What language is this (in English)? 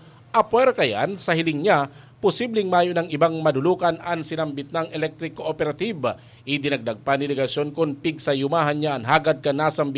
Bikol